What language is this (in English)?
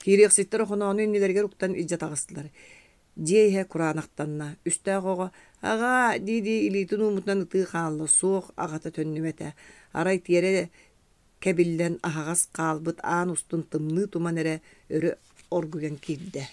Yakut